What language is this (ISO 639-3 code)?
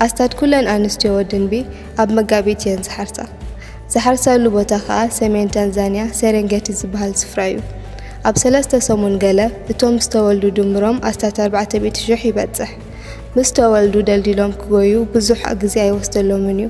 tir